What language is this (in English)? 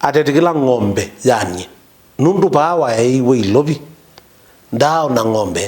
Kamba